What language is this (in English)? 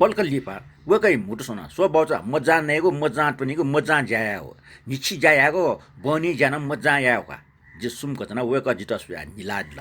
Newari